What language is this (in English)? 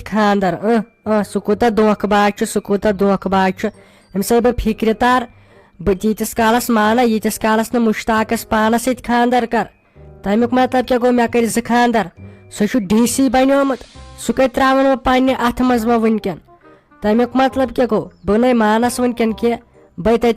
Kashmiri